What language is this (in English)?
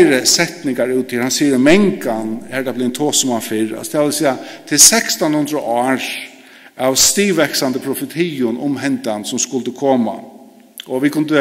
Faroese